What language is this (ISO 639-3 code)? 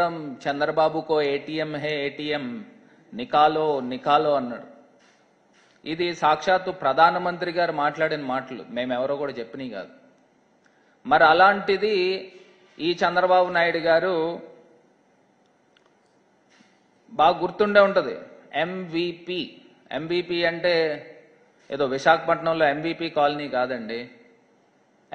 tel